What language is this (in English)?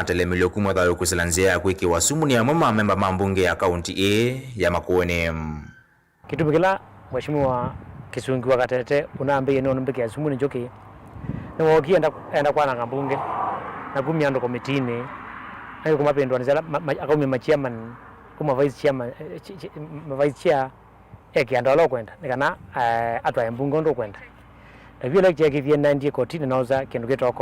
Kamba